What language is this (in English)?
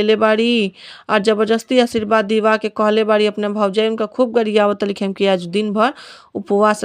Bhojpuri